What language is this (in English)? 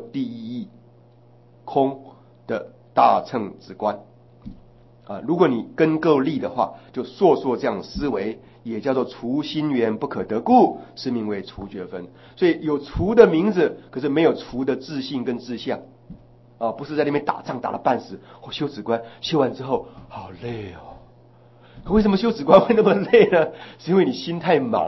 Chinese